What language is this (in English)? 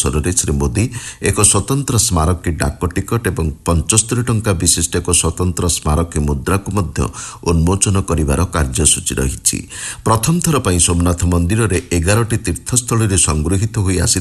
Odia